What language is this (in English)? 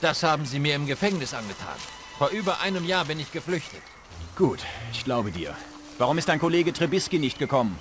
Bavarian